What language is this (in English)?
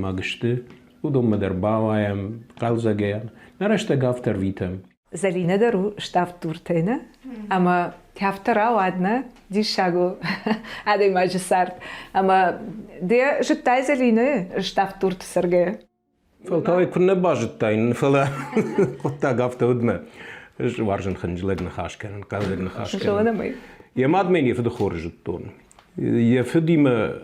Ossetic